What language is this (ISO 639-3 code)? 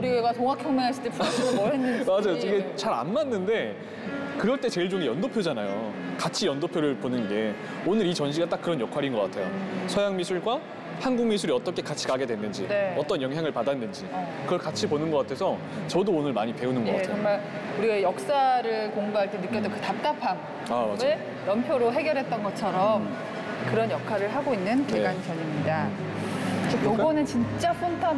kor